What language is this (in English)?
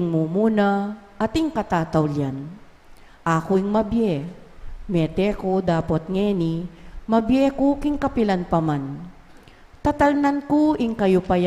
Pampanga